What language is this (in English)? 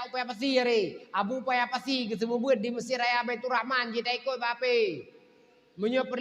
Achinese